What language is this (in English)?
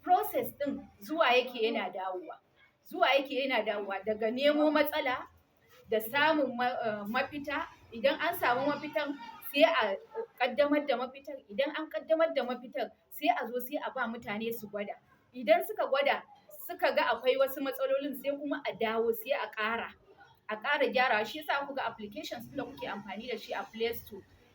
Hausa